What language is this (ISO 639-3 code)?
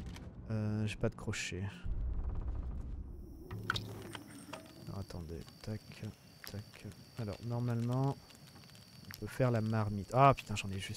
fra